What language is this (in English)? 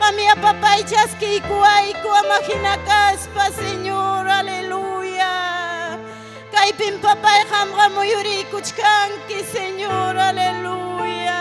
Ayacucho Quechua